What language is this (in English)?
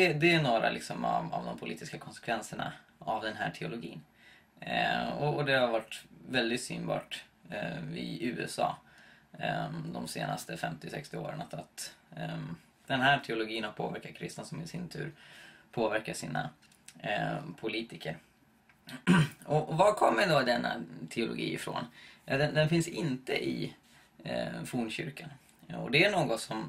Swedish